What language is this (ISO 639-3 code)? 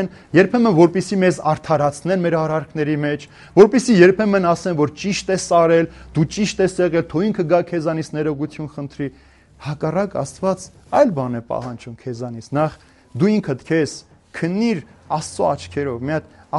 hye